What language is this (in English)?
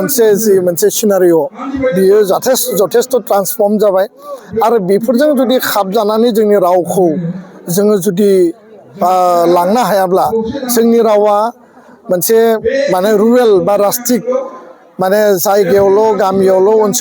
Bodo